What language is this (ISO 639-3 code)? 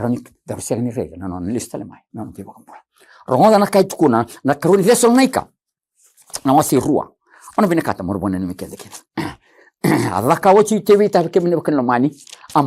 fij